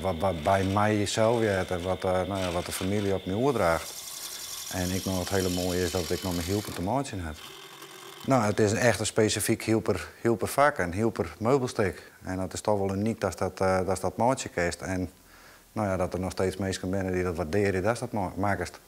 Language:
Western Frisian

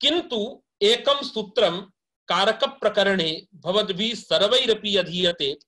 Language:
Sanskrit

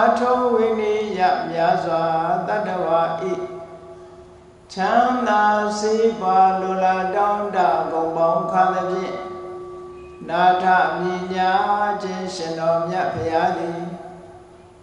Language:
Burmese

